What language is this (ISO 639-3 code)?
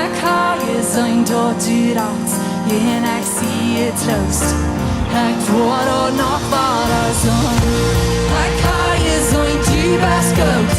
pdt